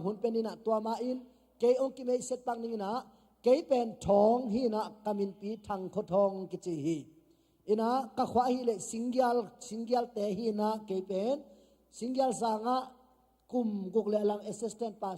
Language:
Tedim Chin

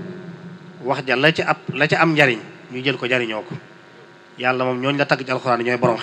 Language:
Wolof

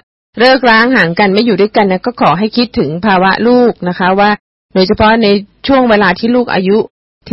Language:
Thai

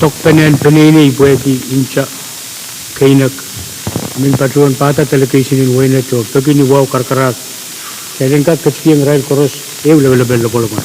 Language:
Pohnpeian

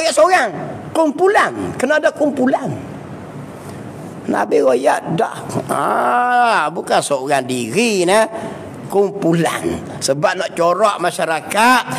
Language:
Malay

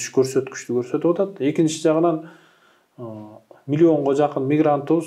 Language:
Kyrgyz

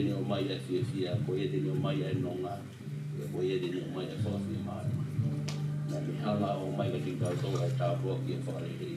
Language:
Tongan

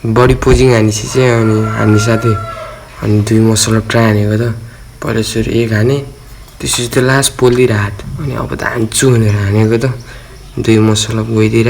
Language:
Nepali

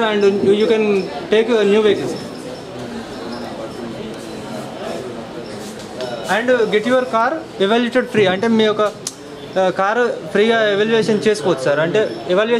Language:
Telugu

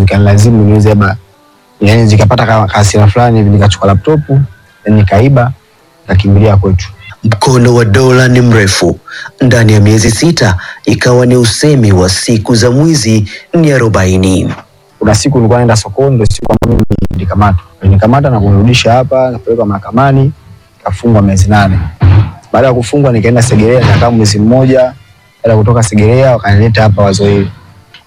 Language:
Swahili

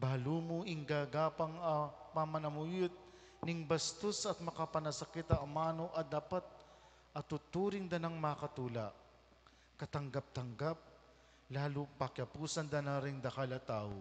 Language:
Pampanga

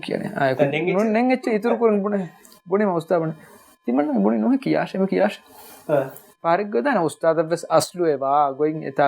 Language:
Divehi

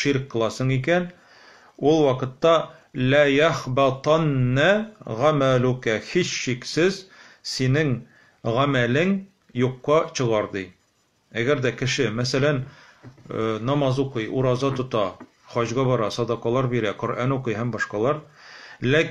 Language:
Tatar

